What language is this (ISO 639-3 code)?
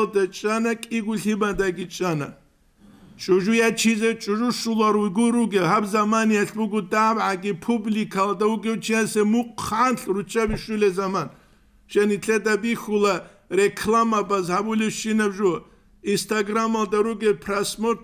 ava